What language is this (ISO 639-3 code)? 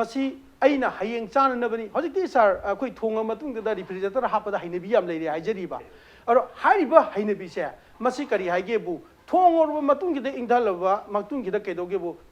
mni